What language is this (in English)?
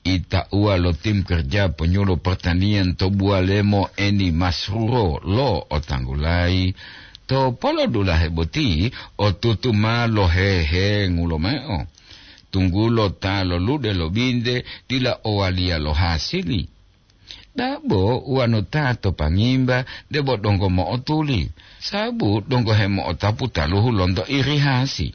Gorontalo